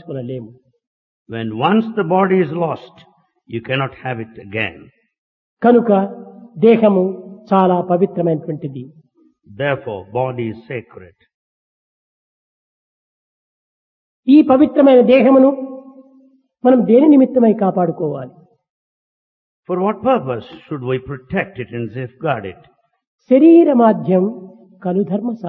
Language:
Telugu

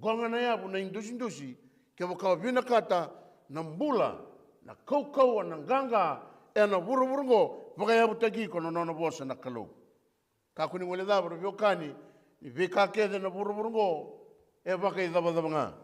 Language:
Fijian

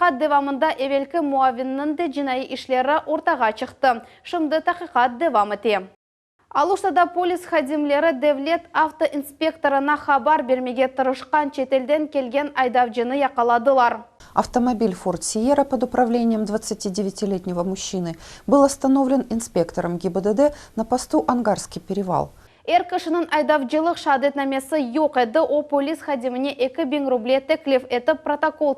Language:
Crimean Tatar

